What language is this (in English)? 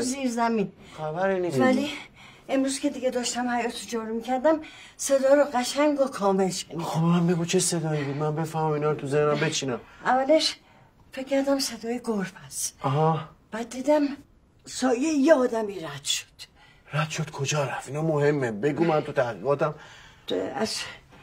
Persian